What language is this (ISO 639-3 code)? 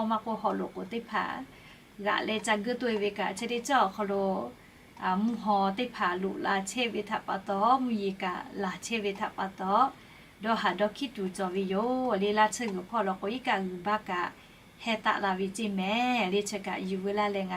lhu